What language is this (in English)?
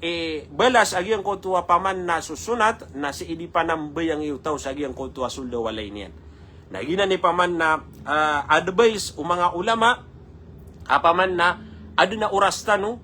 Maranao